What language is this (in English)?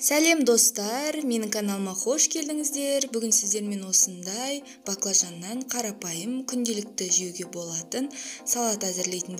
Kazakh